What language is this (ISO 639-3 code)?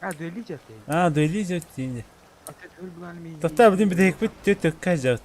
sah